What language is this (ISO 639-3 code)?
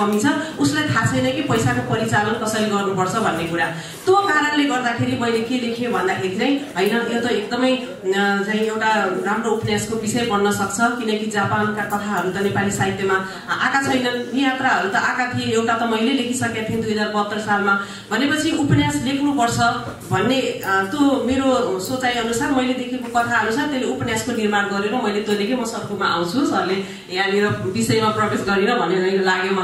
nep